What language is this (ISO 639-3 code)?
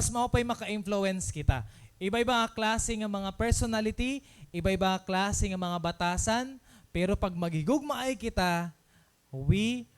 war